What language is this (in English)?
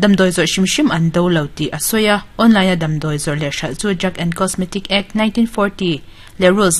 Mizo